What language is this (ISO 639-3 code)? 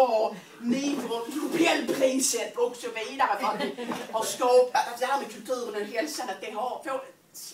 swe